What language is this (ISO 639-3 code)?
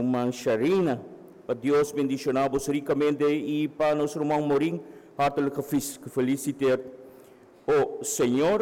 pap